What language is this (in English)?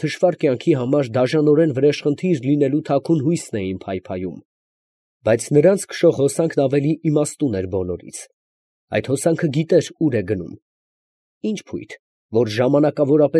Armenian